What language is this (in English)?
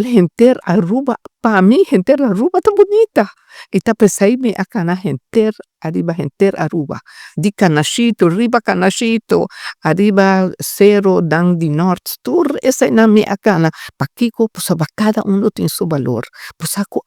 Papiamento